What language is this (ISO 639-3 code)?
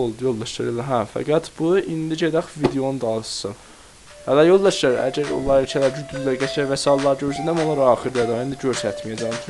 azb